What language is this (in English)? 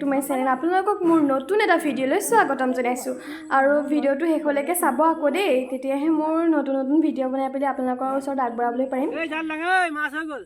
Assamese